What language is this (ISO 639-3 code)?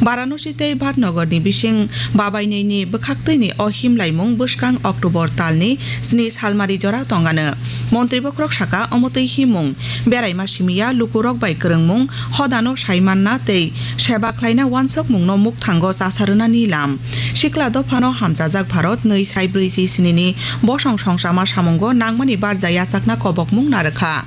trp